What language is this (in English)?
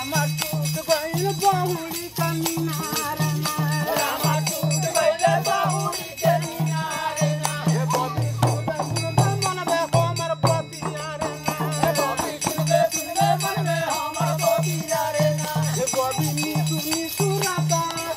Bhojpuri